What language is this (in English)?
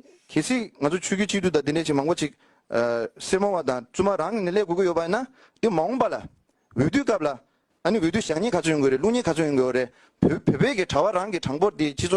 Tibetan